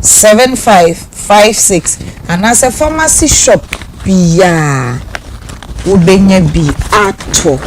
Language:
Akan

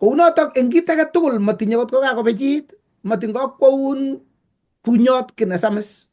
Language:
Kalenjin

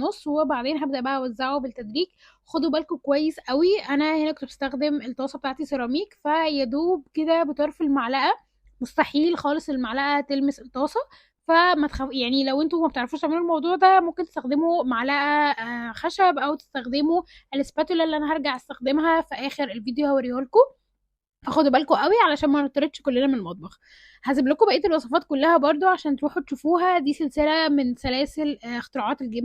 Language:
Egyptian Arabic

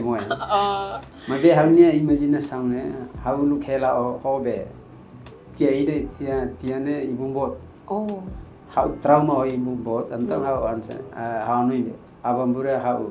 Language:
Tetum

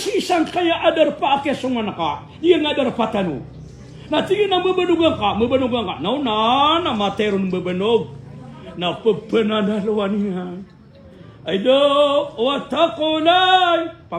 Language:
Maranao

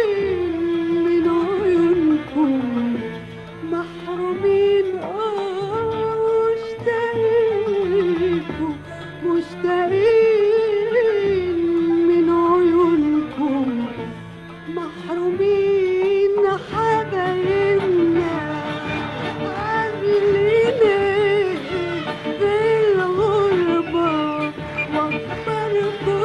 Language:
Arabic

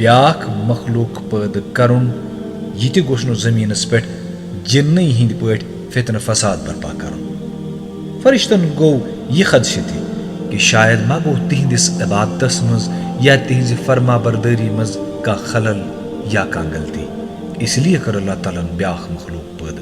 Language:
Kashmiri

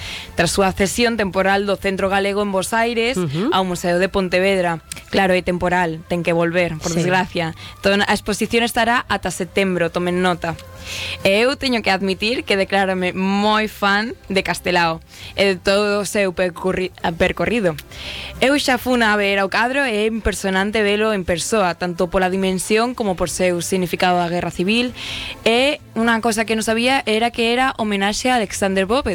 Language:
Galician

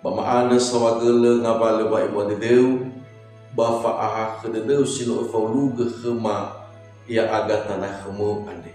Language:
Nias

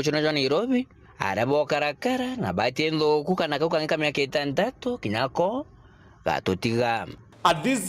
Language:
Meru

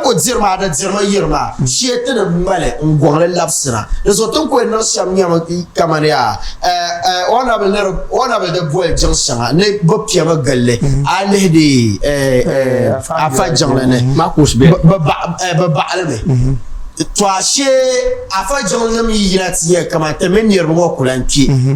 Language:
Dagbani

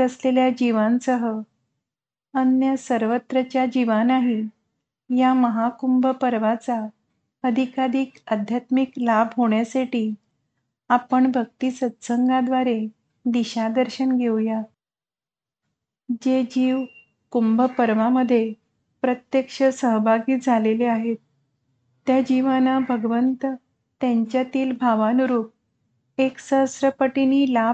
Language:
Marathi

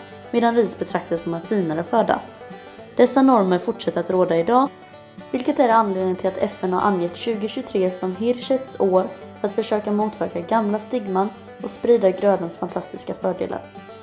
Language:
Swedish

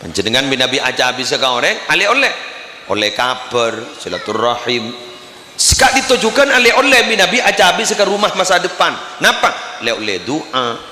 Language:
Madurese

